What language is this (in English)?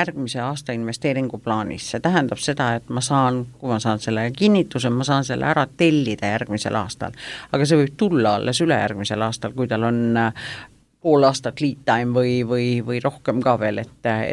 Estonian